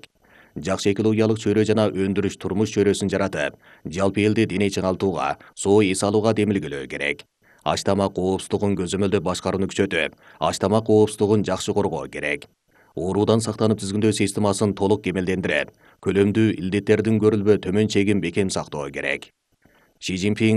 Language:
Kyrgyz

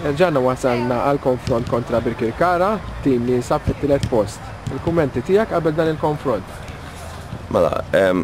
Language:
Maltese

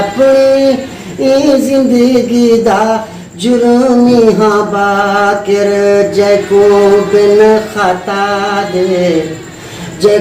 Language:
Saraiki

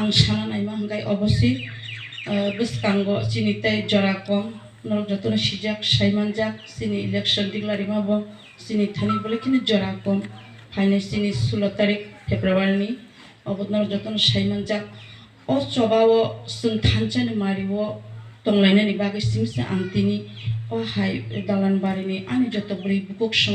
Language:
Kok Borok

